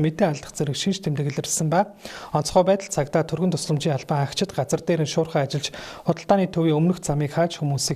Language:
Mongolian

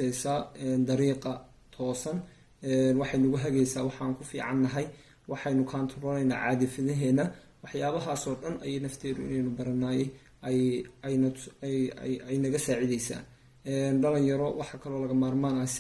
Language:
Somali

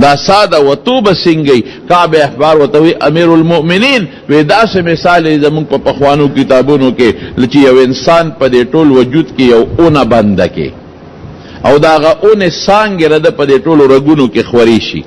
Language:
Pashto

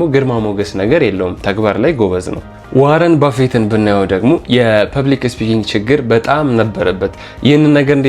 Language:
Amharic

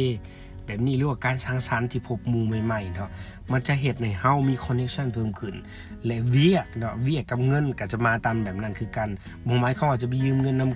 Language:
Lao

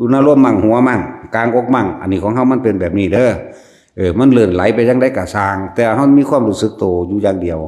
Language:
Northeastern Thai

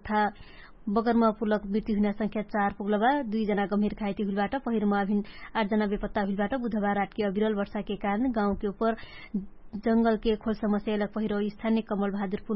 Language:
Dangaura Tharu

